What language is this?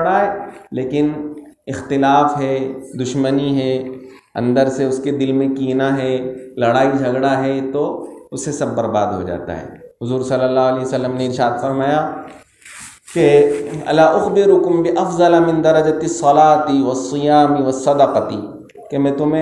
Urdu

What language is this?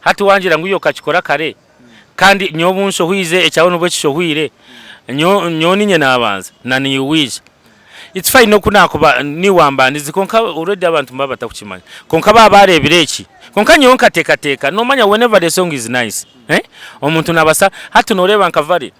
Nyankole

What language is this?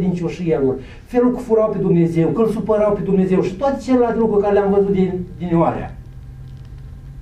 Romanian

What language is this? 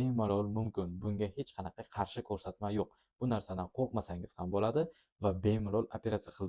Uzbek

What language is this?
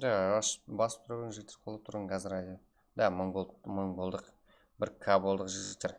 Kara-Kalpak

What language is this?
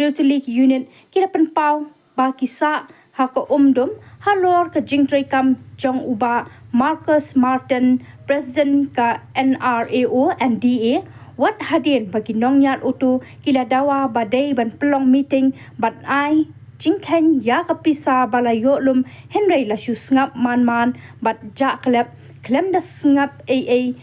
Khasi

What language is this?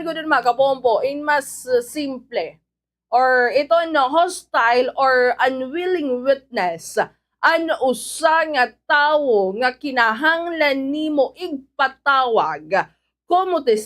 Waray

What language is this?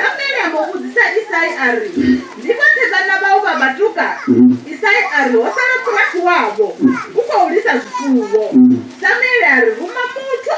Venda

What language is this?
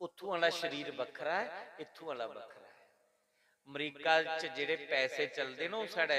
Dogri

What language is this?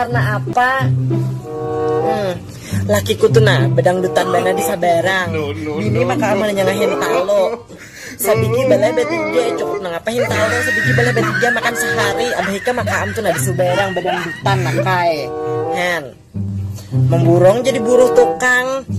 Banjar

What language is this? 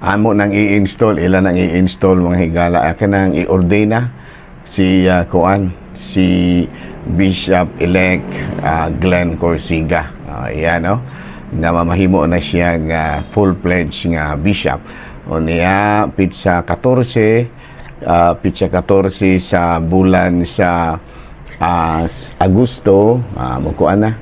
Cebuano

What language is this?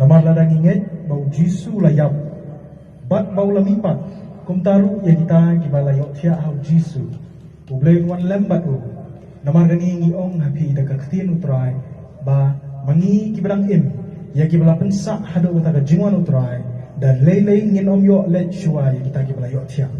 Khasi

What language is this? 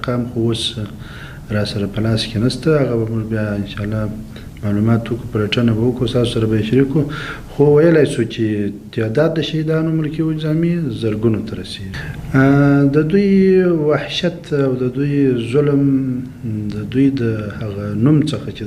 Pashto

